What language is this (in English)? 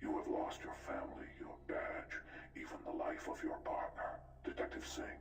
Swiss German